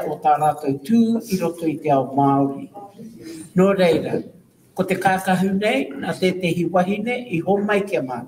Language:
Māori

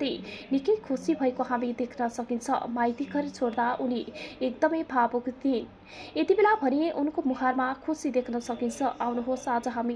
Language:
Nepali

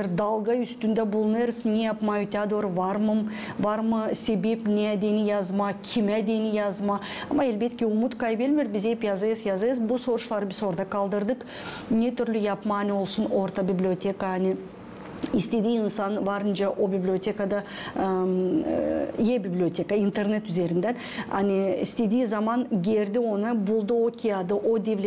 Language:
Gagauz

